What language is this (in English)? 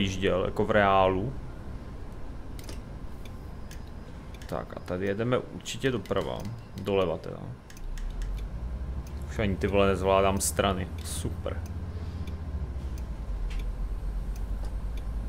Czech